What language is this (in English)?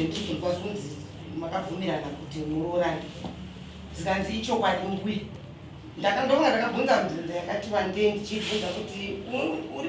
Shona